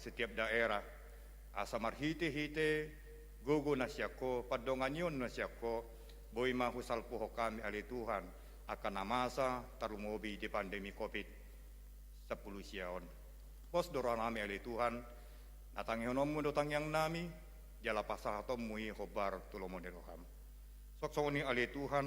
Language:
Batak Toba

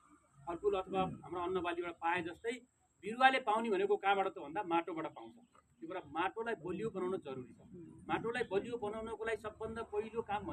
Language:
Nepali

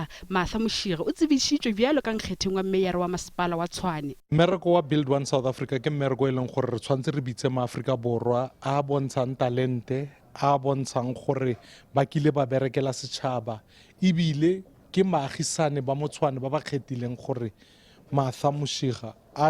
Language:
Northern Sotho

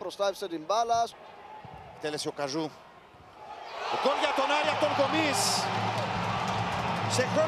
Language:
Greek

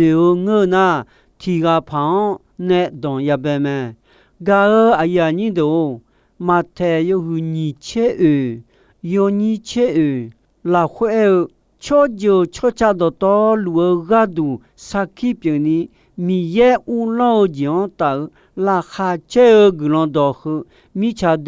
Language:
Akha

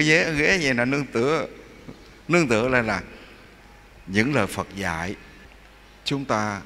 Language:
Vietnamese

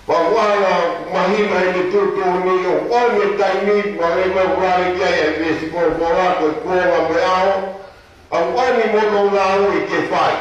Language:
Tongan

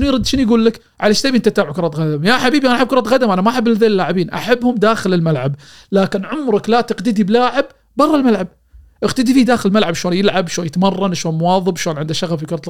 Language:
Gulf Arabic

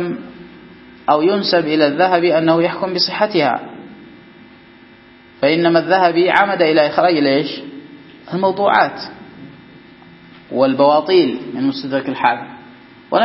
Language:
Arabic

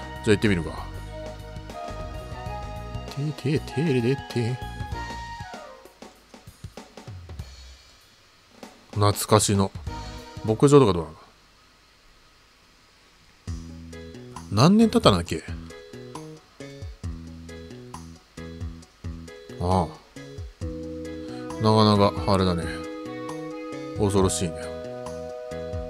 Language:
Japanese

